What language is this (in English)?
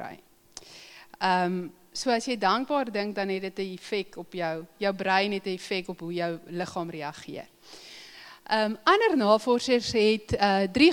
Afrikaans